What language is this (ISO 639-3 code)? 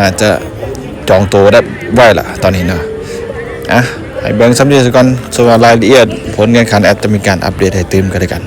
lao